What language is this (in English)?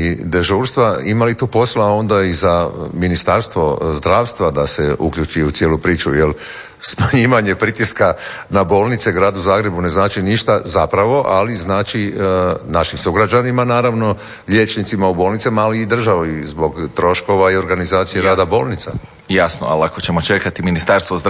Croatian